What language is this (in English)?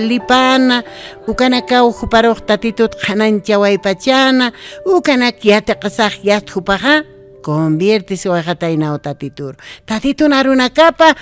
Aymara